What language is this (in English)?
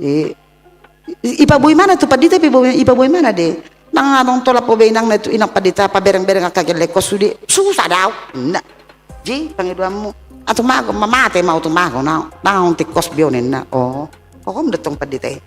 Batak Toba